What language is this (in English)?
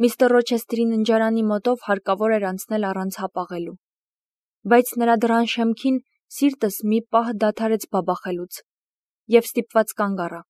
Armenian